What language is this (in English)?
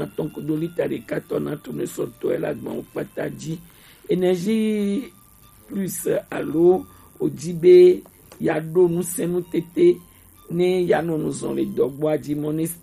Gen